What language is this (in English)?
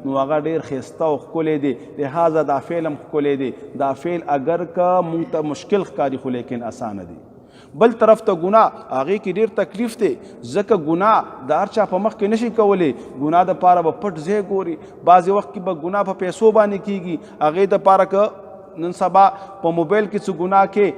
Pashto